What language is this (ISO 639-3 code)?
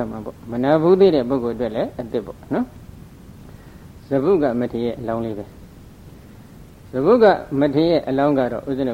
mya